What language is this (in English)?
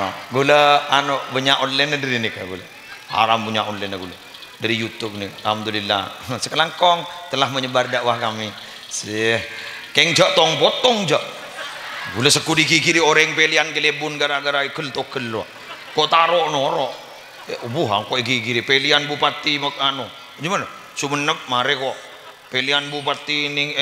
Madurese